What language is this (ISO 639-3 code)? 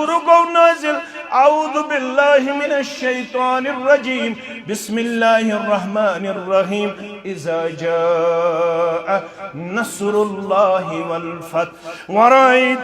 kas